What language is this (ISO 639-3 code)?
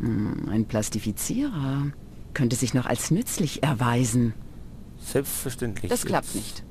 bar